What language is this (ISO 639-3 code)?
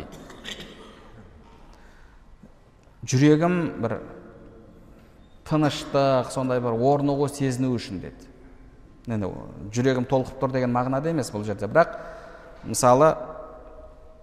kaz